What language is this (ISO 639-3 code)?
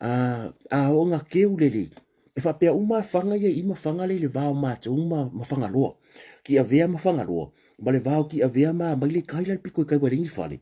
smo